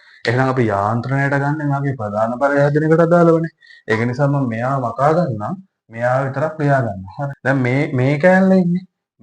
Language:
Sinhala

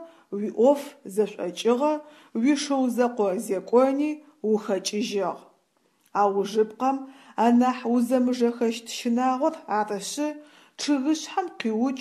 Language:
Adyghe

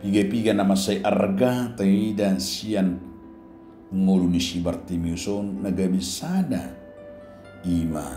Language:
Batak Toba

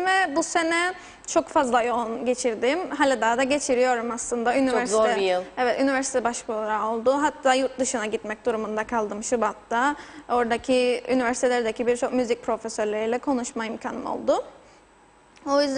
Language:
Turkish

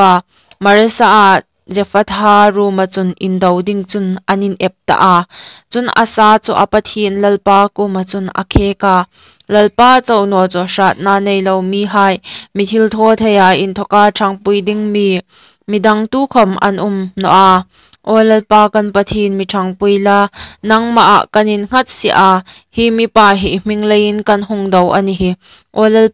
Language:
Hmar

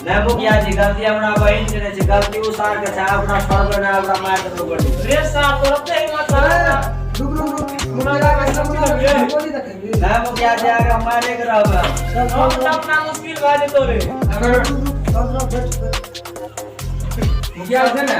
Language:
Maithili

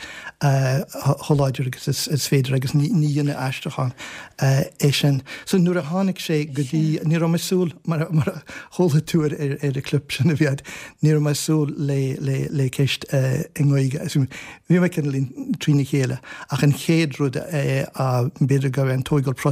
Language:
Irish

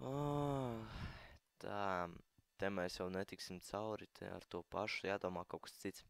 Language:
Latvian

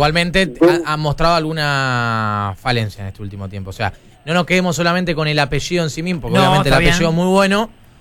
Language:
Spanish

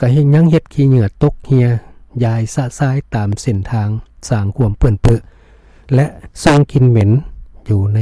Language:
Lao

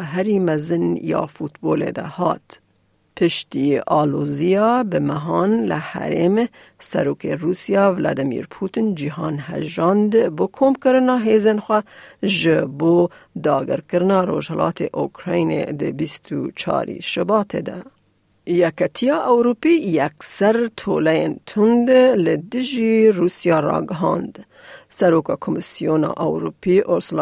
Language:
Kurdish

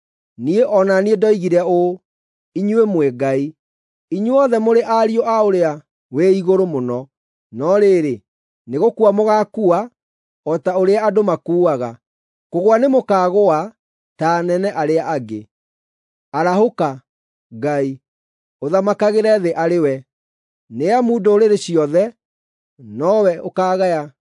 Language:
Kikuyu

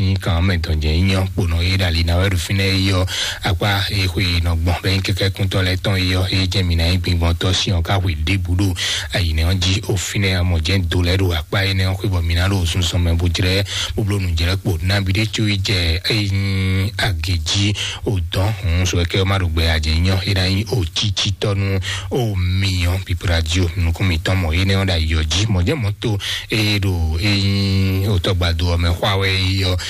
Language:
Fon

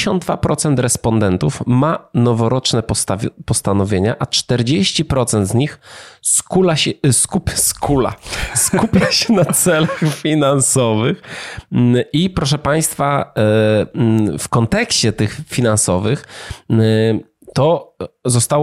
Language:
Polish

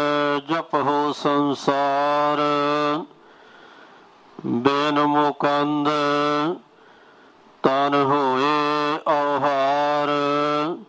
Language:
Punjabi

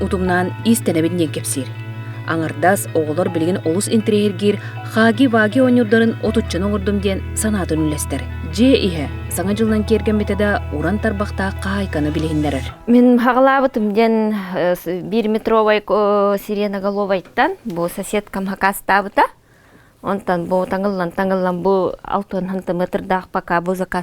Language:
Yakut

